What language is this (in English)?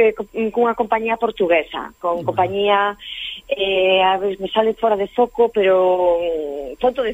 Galician